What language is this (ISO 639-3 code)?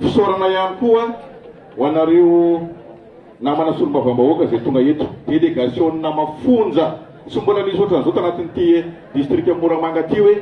mlg